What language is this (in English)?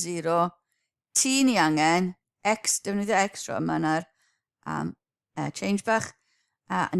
Welsh